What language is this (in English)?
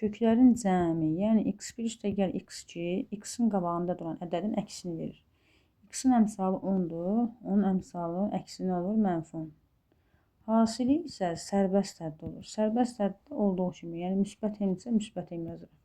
Azerbaijani